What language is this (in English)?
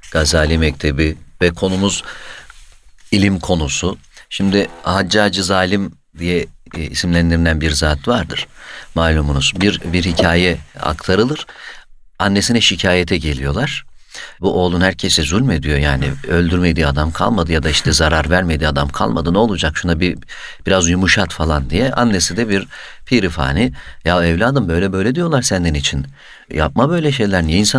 Turkish